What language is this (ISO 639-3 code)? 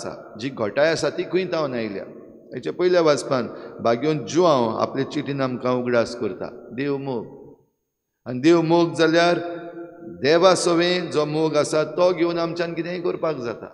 kok